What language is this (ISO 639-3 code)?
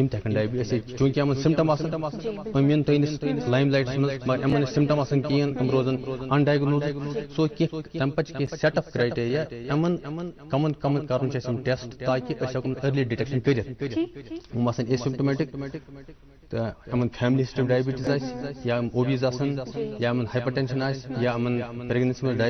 kas